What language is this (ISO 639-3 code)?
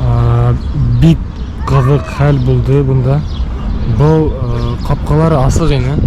bak